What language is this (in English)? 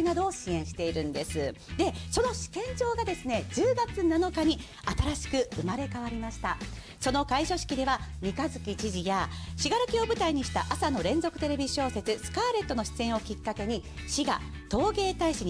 Japanese